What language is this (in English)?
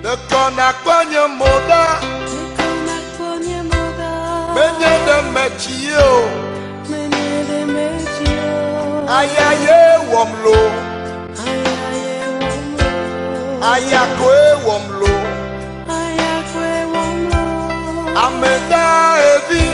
Ewe